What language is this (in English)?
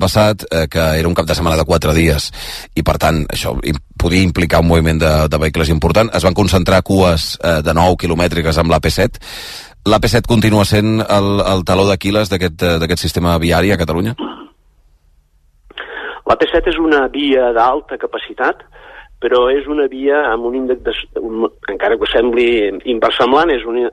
Catalan